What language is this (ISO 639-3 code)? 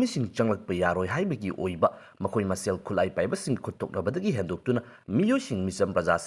mni